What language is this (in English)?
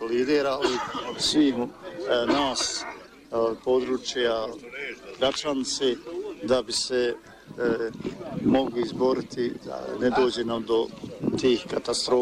Bosnian